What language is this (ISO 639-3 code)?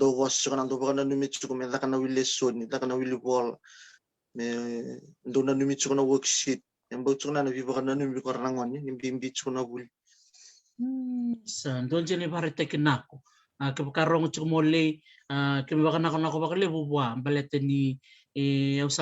fij